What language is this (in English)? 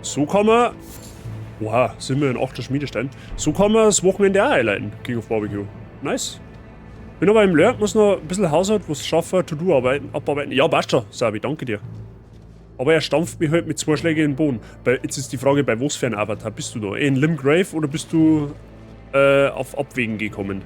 Bavarian